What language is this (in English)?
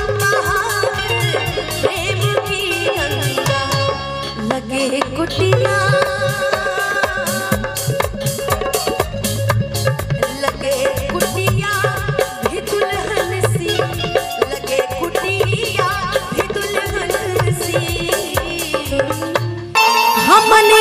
Bhojpuri